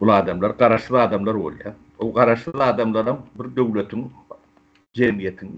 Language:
Turkmen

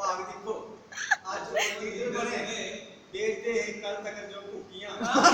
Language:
Dogri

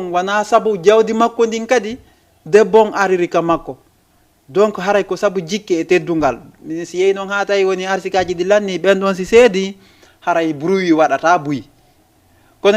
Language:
Fula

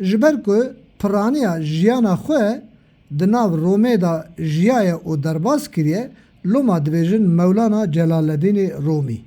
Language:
Kurdish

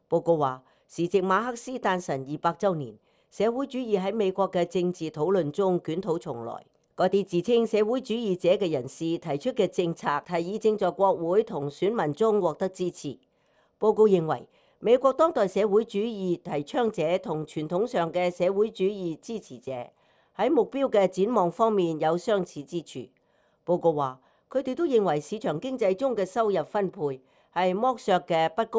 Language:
Cantonese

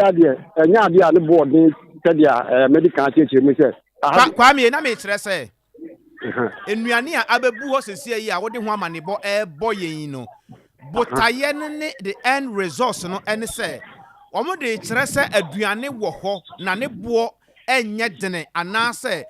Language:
Akan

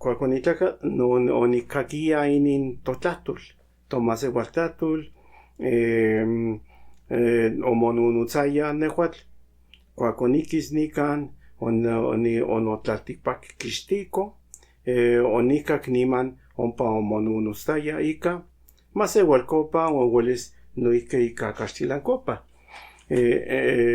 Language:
Central Nahuatl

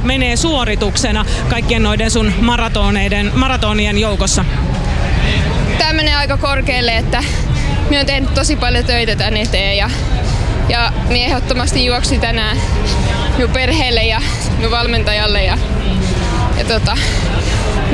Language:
Finnish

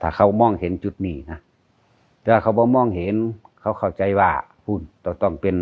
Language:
Lao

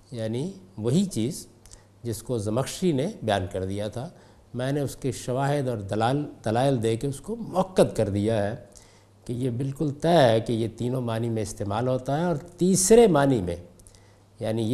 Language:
Urdu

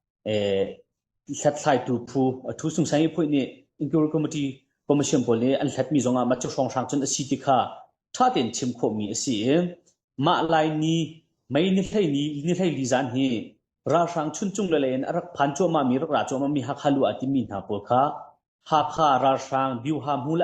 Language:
Hakha Chin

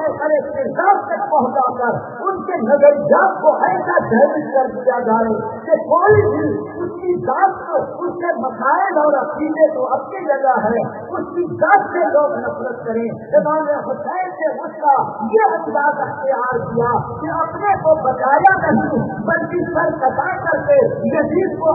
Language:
Urdu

